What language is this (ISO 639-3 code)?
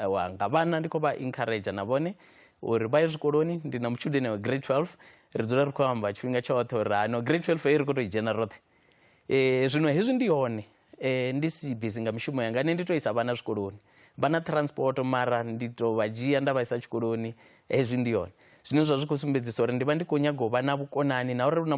ven